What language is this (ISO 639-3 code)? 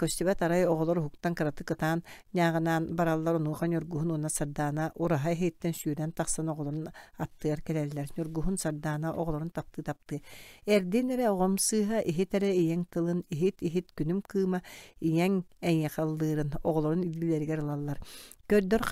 sah